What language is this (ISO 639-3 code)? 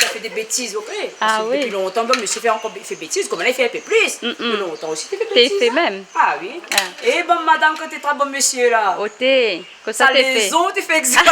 rcf